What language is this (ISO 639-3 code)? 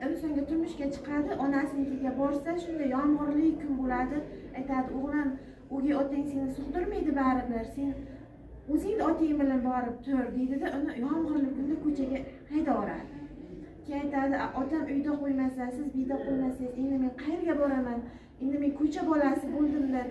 uzb